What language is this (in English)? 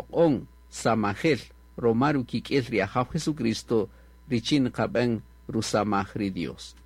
Kaqchikel